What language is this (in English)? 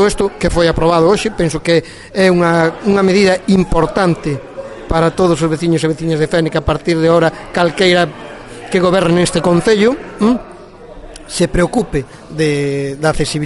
Galician